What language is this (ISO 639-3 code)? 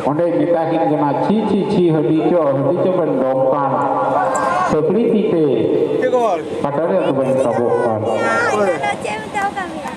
sat